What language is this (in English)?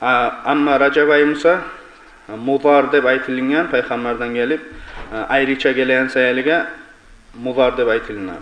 Kumyk